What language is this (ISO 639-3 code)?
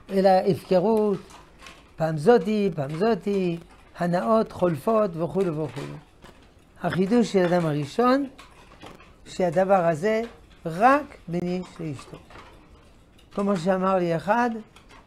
heb